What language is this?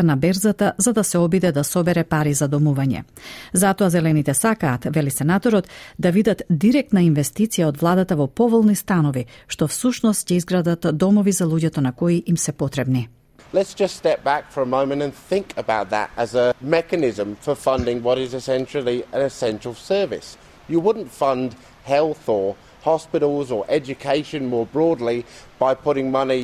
Macedonian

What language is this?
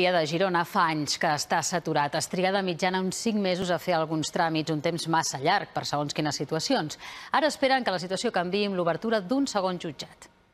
Catalan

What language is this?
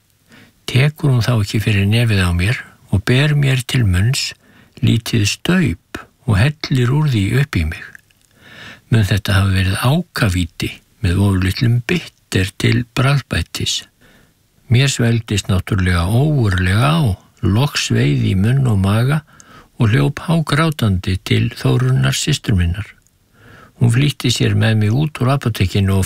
Icelandic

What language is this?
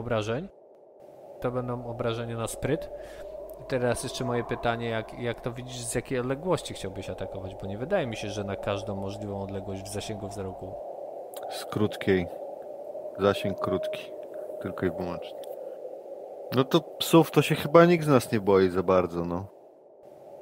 Polish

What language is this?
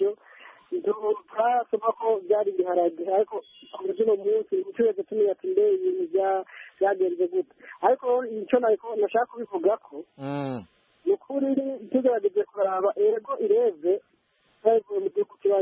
Kinyarwanda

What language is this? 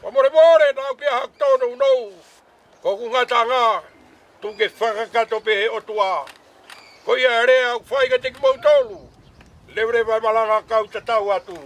Tongan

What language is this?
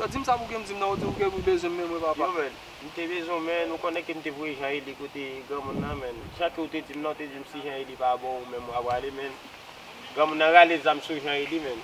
Haitian Creole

